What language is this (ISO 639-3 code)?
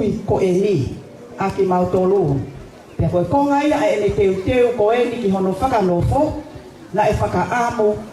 ton